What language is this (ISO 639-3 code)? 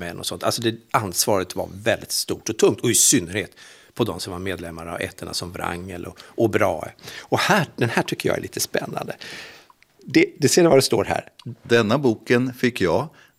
swe